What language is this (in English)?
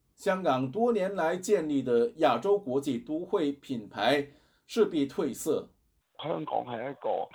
Chinese